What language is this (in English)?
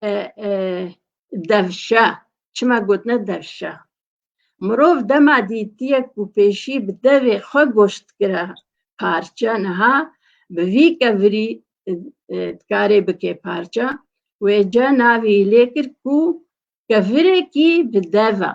Kurdish